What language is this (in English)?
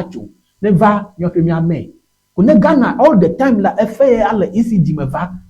Ewe